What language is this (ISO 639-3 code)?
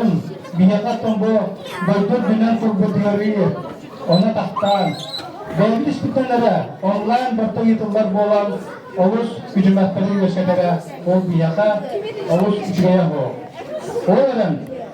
sah